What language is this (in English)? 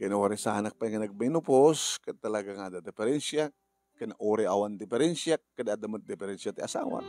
Iloko